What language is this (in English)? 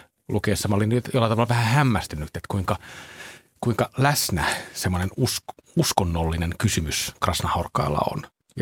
Finnish